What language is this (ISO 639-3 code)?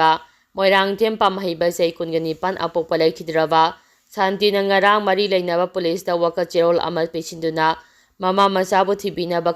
mni